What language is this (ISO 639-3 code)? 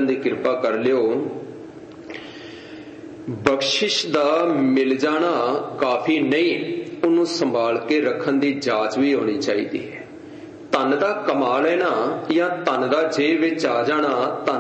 pan